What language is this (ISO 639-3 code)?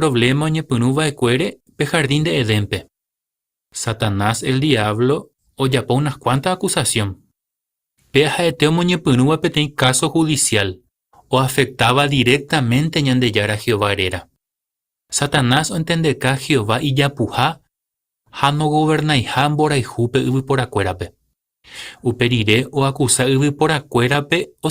grn